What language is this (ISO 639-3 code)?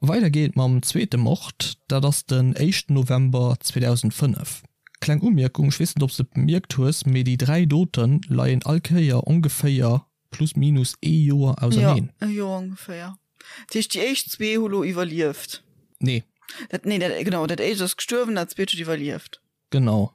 ltz